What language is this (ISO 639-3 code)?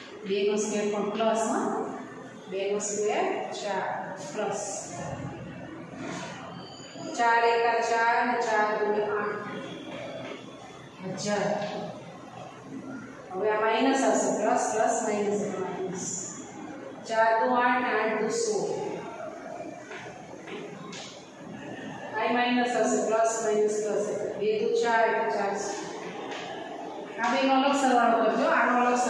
guj